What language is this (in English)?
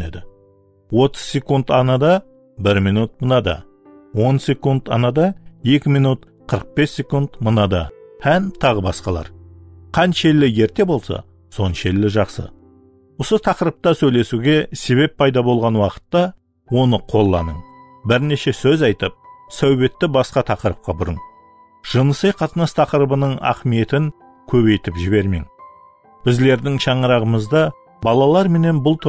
Kara-Kalpak